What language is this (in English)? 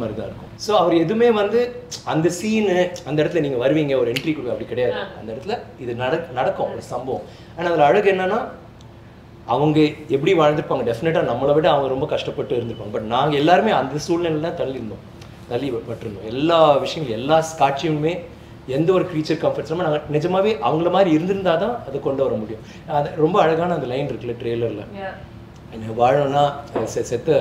Tamil